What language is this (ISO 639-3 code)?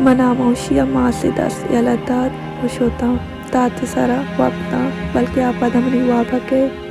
bal